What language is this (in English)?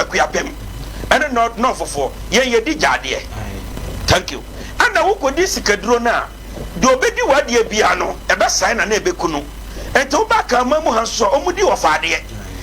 Akan